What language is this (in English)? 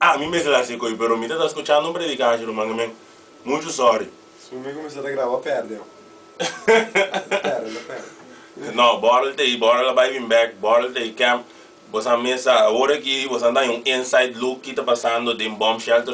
Papiamento